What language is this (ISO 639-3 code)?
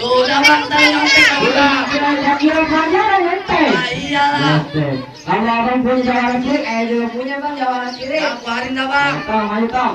bew